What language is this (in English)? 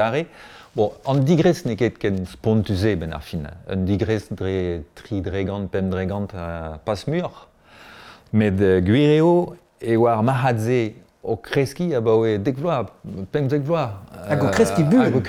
Breton